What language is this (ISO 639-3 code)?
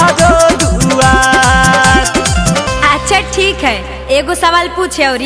mag